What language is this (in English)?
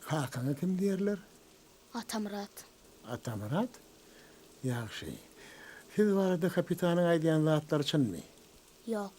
Turkmen